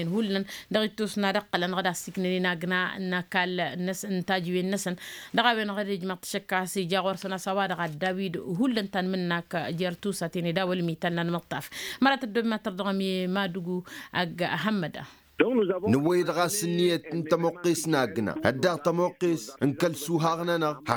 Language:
Tamasheq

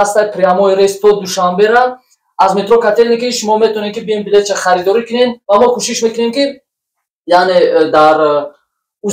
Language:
Tajik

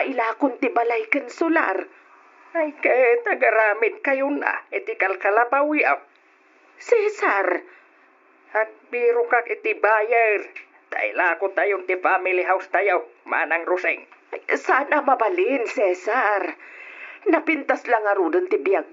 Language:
Iloko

